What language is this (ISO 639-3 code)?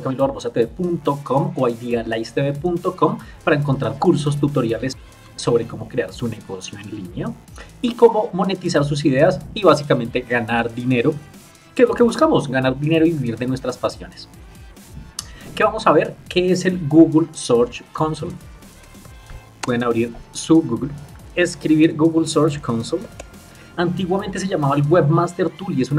spa